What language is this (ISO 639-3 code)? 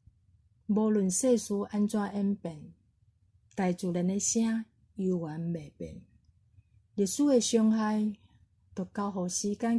nan